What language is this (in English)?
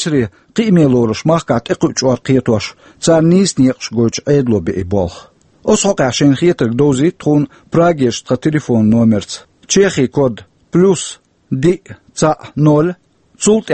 Chechen